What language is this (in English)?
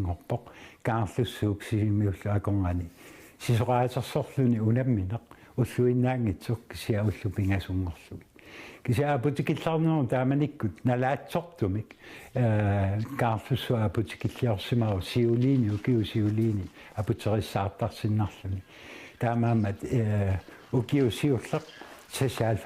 Kalaallisut